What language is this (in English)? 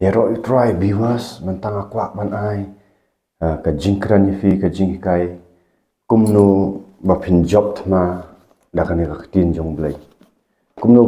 Khasi